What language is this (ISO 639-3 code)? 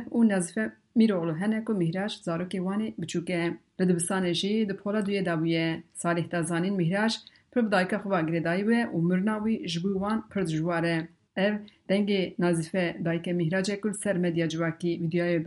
kur